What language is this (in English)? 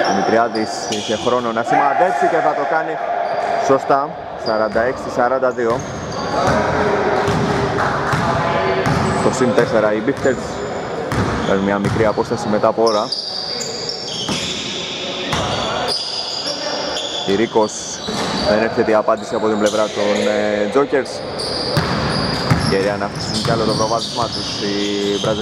Greek